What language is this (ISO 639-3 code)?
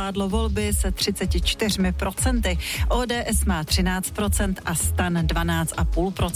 ces